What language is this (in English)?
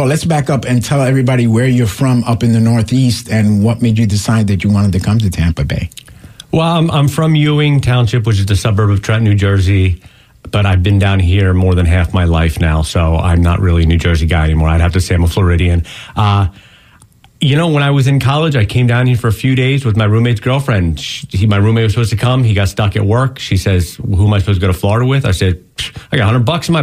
English